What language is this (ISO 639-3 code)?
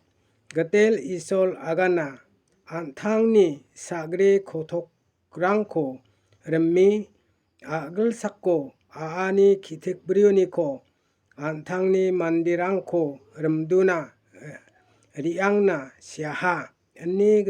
grt